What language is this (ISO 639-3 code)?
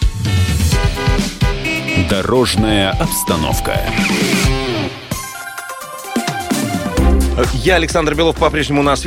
rus